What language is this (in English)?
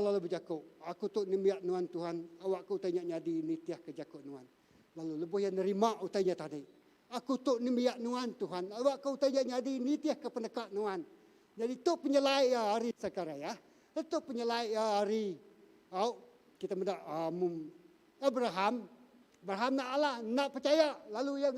Iban